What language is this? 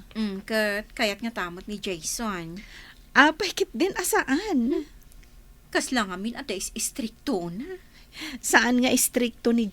Iloko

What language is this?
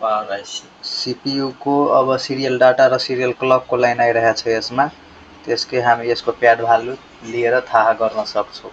Nepali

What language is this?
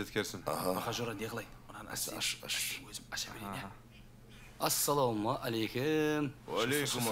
Kara-Kalpak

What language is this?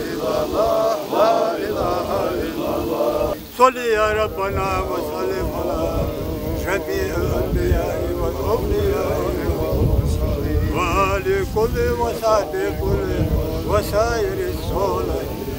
Ingush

